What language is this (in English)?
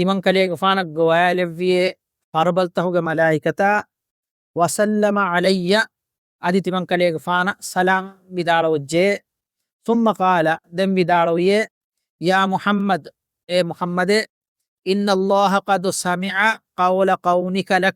Divehi